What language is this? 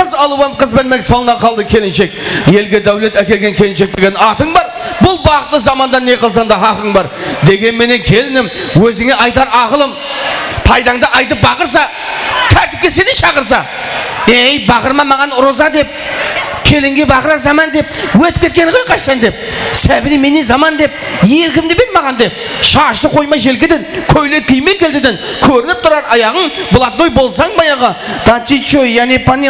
Kara-Kalpak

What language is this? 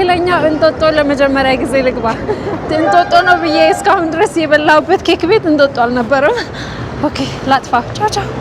Amharic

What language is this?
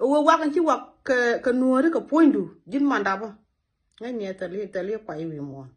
Nuer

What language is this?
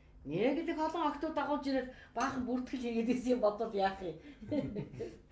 Mongolian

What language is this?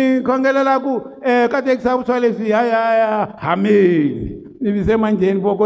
Tsonga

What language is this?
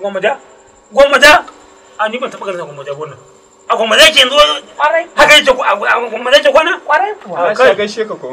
Hausa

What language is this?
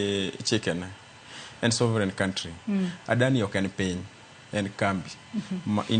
Luo (Kenya and Tanzania)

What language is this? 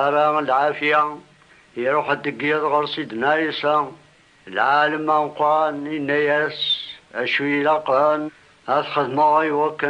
Kabyle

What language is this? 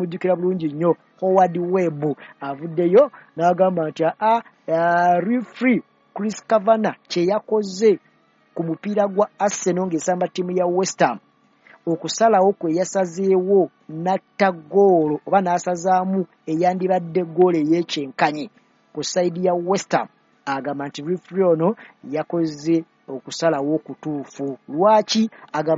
Ganda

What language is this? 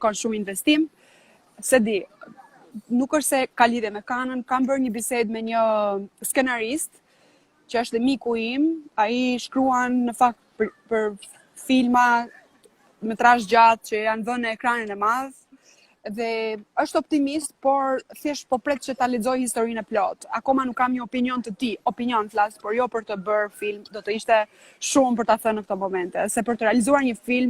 Albanian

